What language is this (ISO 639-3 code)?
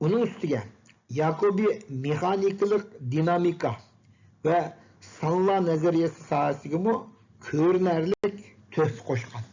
uig